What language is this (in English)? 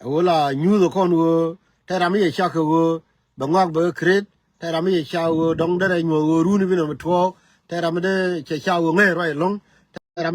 Nuer